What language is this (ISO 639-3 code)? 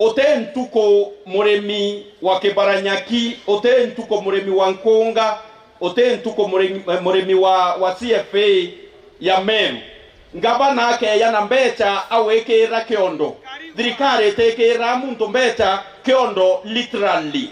mer